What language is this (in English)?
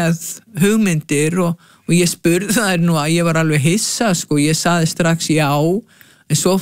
Icelandic